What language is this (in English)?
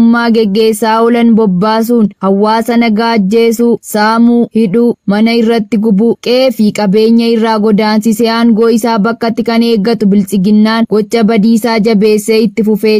Oromo